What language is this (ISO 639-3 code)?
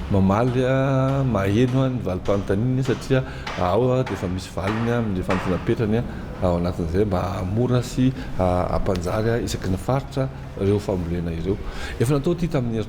mlg